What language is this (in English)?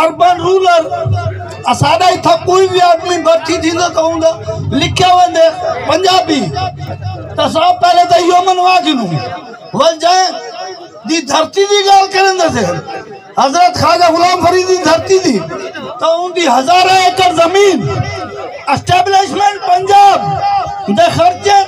Saraiki